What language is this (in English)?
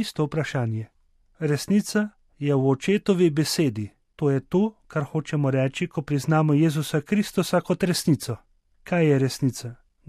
Slovenian